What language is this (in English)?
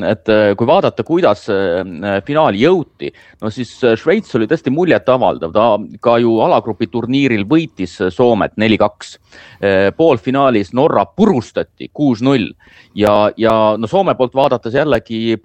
Estonian